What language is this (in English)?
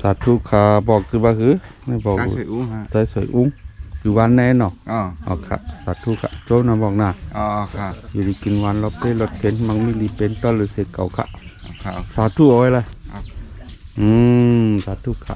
Shan